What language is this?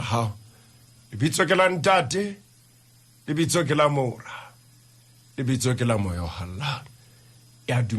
Southern Sotho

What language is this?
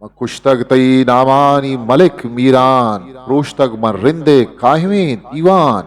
Eastern Balochi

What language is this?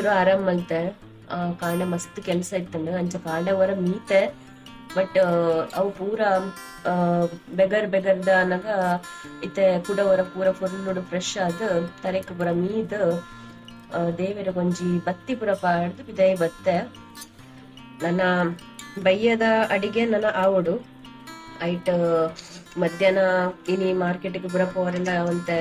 Tulu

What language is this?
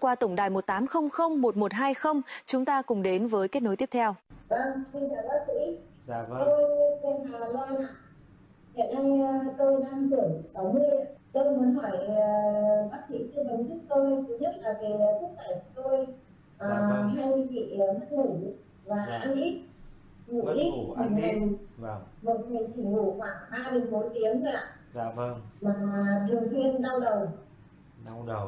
Vietnamese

